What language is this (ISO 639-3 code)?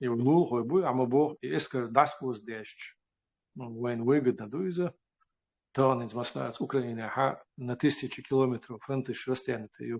che